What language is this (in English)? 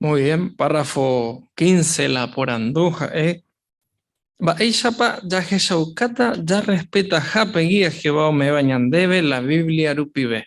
Guarani